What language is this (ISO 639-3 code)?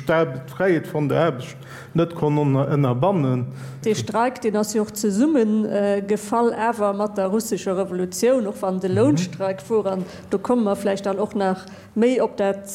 ltz